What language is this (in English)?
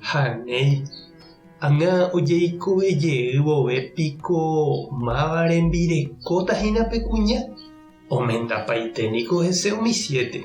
Guarani